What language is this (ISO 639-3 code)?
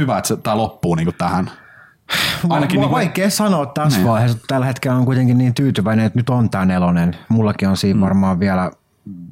fin